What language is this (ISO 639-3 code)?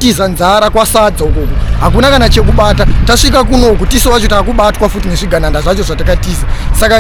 sna